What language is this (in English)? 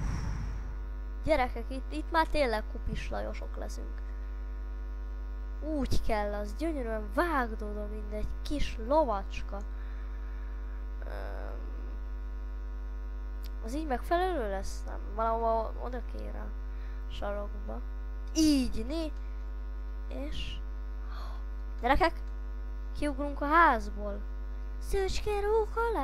Hungarian